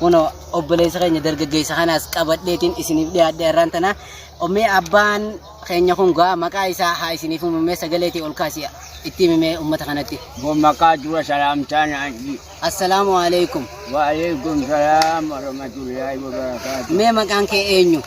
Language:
Oromo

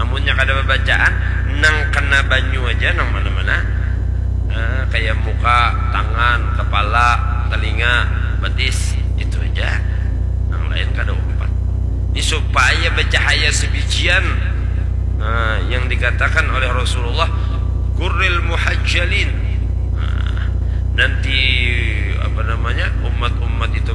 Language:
Banjar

